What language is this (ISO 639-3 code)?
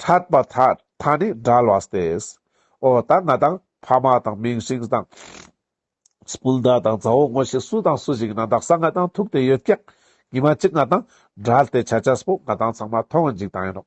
lbj